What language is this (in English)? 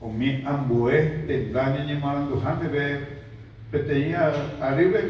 Guarani